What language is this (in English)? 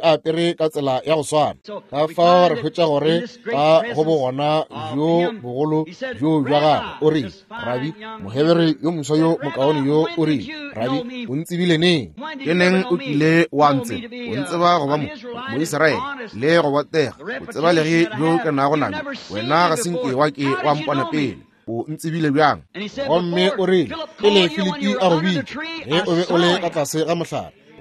Northern Sotho